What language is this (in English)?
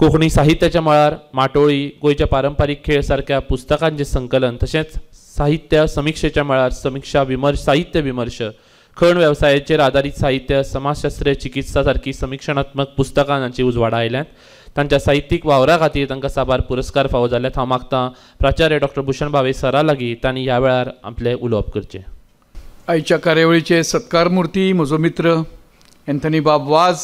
Konkani